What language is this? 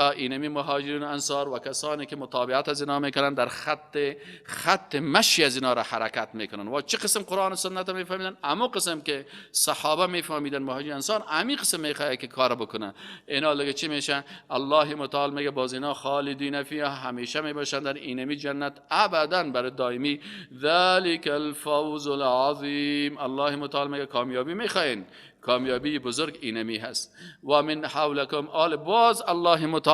Persian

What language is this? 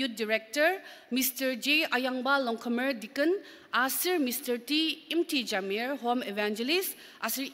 Ao Naga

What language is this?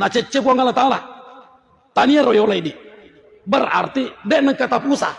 Buginese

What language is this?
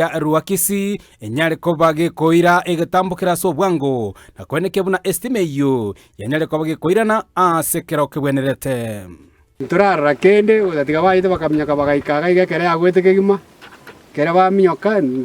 Gusii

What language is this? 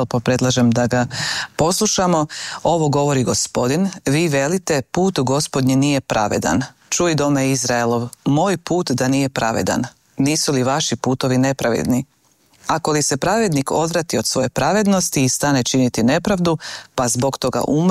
Croatian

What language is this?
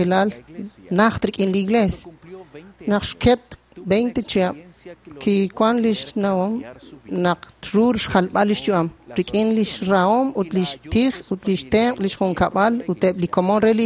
Kekchí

